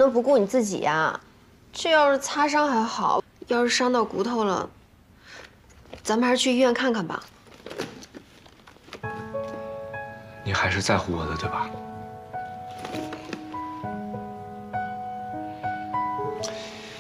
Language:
Chinese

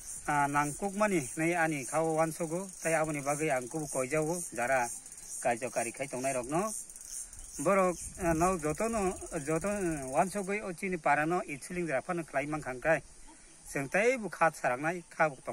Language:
Kok Borok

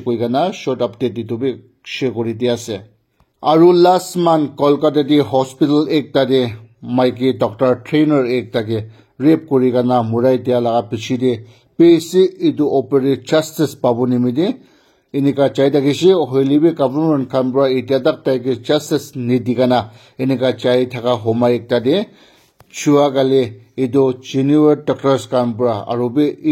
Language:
Naga Pidgin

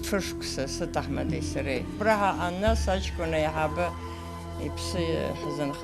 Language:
Abkhazian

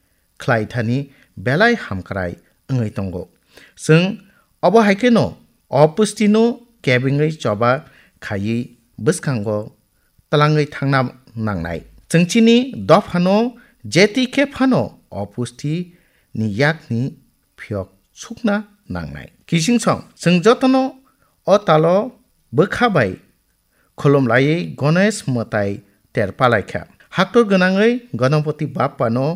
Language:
Kok Borok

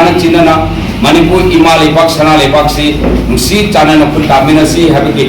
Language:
Manipuri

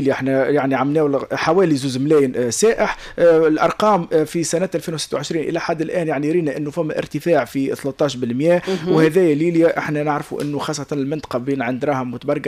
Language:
Tunisian Arabic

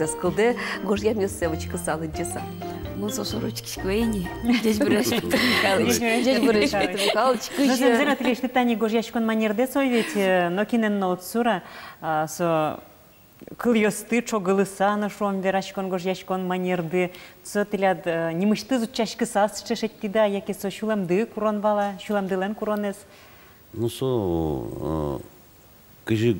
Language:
Udmurt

